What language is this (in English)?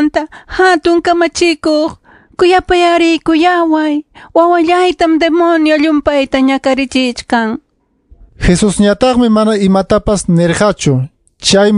Ayacucho Quechua